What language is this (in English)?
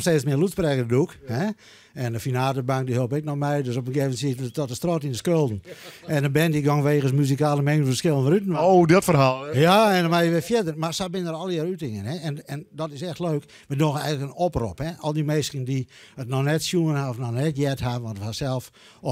Western Frisian